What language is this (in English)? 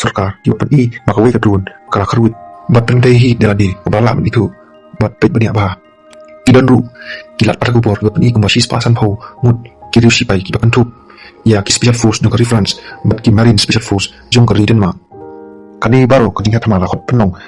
Khasi